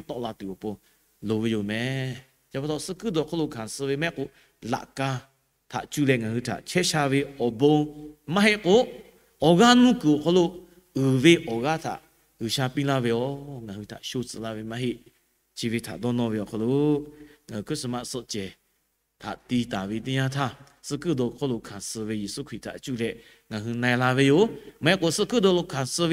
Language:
Lahu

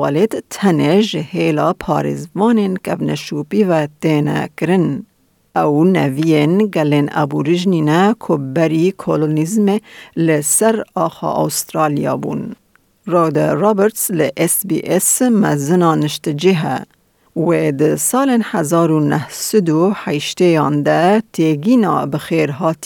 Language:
Kurdish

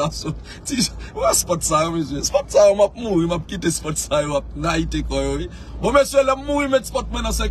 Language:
Haitian Creole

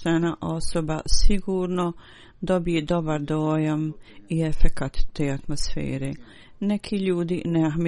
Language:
Bosnian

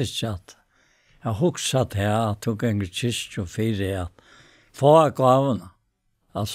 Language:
Faroese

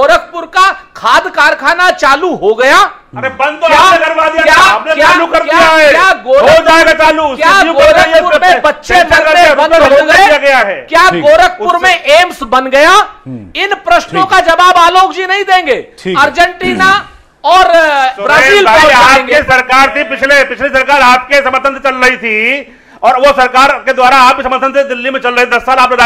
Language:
Hindi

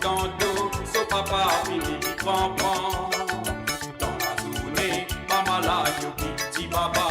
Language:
Morisyen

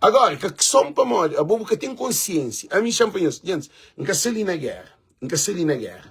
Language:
Kabuverdianu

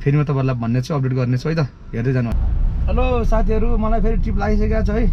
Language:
Nepali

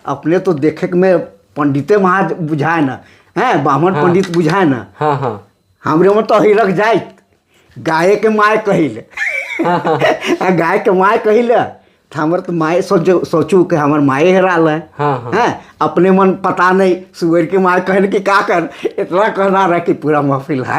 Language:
Sadri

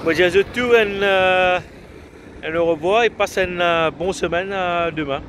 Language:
Morisyen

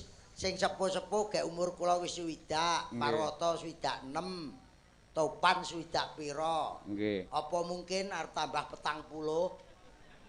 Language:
Javanese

